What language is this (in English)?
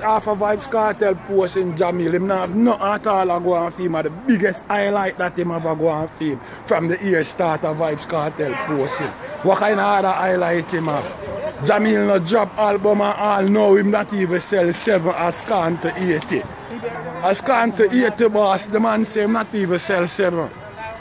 Jamaican Creole English